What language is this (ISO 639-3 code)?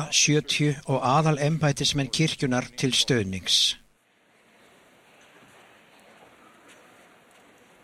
isl